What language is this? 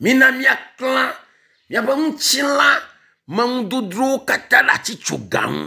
Ewe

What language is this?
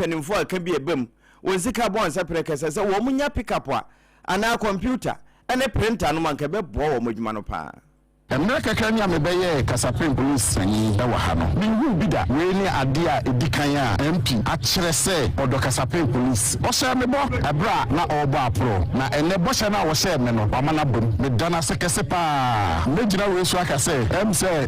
Akan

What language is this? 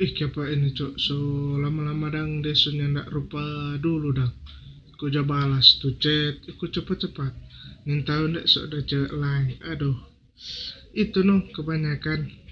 Manado Malay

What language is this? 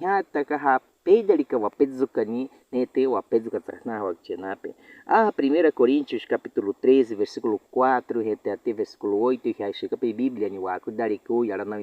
Baniwa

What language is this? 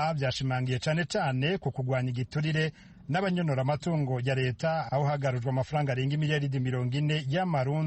Rundi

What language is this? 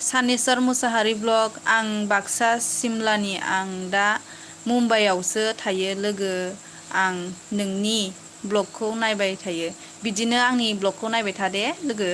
Bodo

